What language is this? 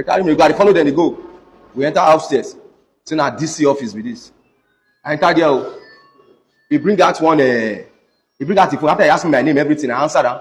Nigerian Pidgin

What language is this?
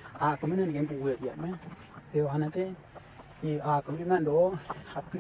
Western Dani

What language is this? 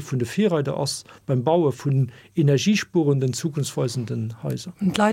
Luxembourgish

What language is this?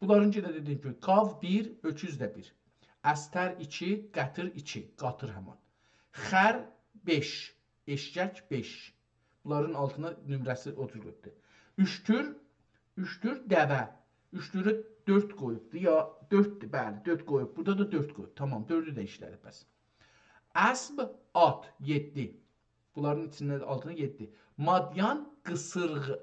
South Azerbaijani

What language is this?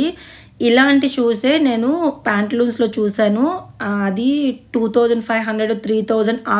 Telugu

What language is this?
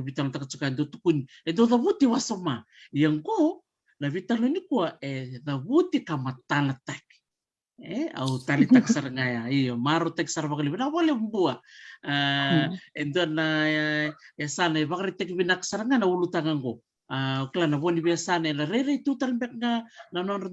Fijian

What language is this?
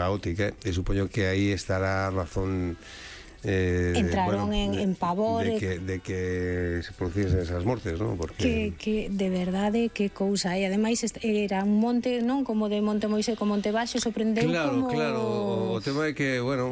Galician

